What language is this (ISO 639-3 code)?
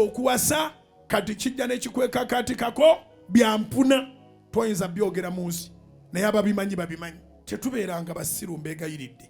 lug